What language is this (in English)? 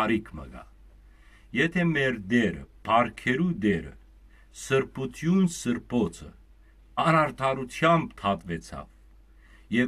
Western Armenian